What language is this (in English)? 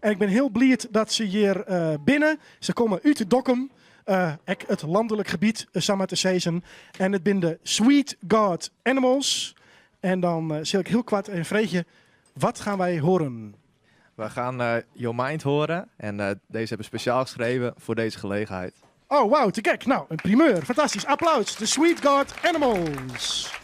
Western Frisian